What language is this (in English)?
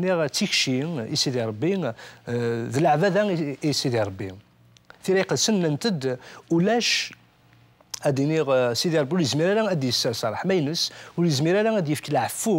Kabyle